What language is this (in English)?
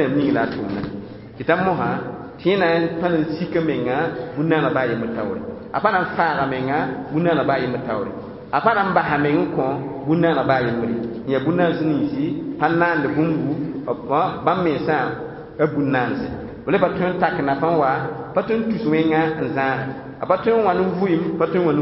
Mossi